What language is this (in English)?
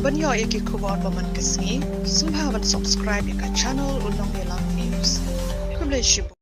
Khasi